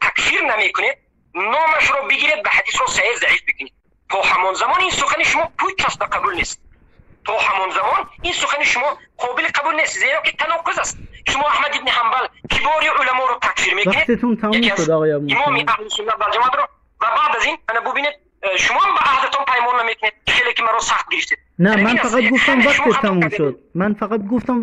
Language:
Tajik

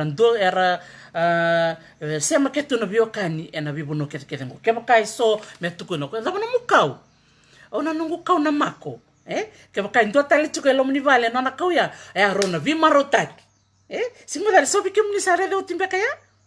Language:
Fijian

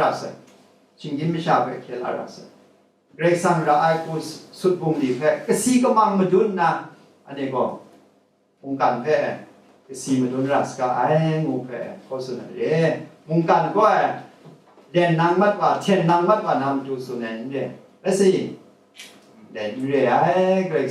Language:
Kachin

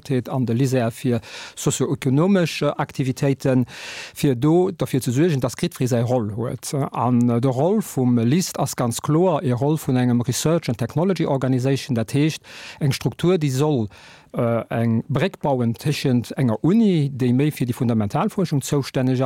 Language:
Luxembourgish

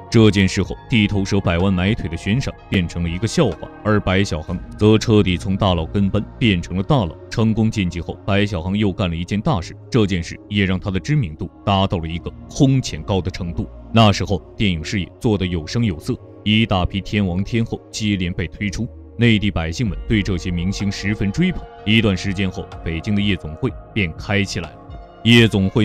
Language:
Chinese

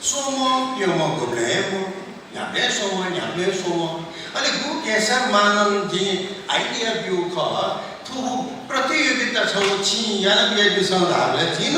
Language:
Newari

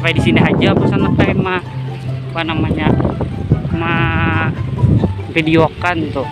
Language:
Banjar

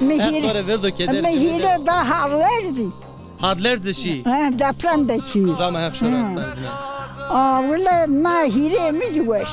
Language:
Zaza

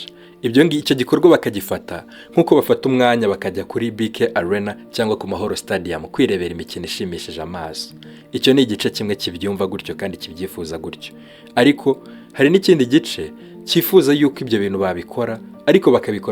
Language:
Kinyarwanda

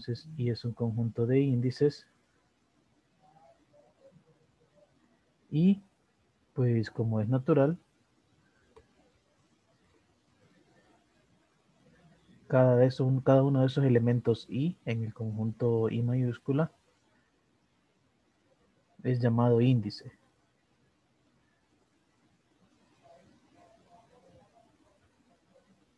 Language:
Spanish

